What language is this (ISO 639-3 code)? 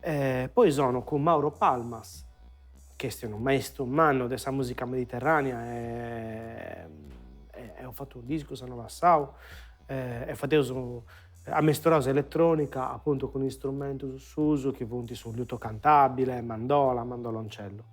srd